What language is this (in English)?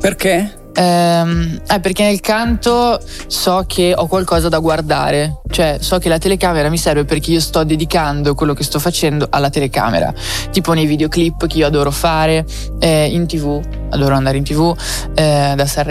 Italian